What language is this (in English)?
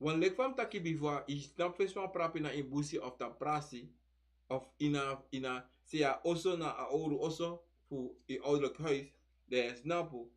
Sranan Tongo